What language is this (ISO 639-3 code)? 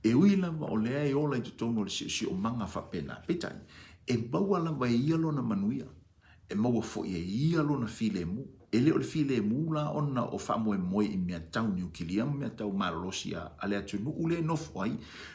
smo